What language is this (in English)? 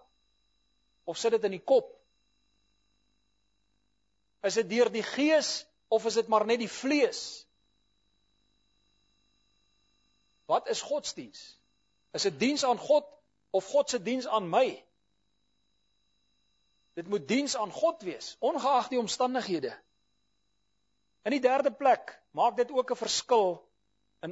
Afrikaans